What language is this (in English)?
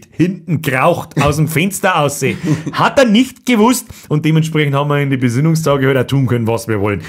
Bavarian